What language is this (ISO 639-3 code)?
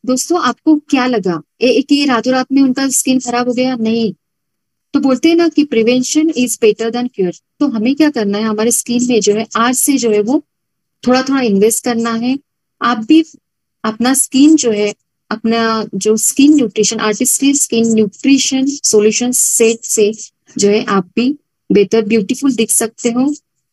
hin